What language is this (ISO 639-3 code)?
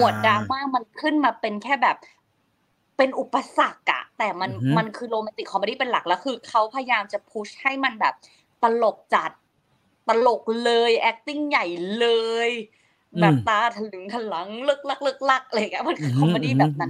tha